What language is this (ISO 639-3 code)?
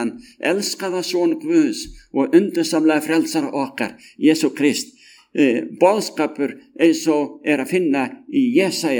isl